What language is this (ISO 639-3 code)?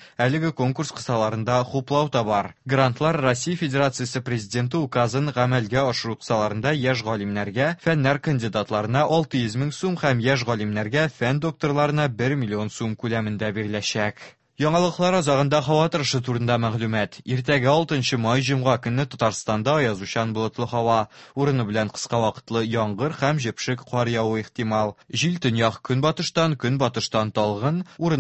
tat